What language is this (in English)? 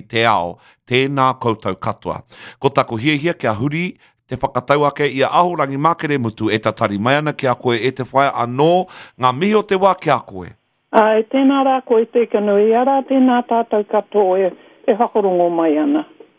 Māori